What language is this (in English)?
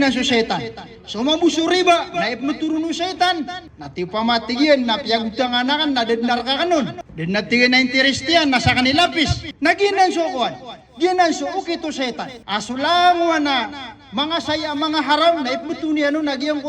Maranao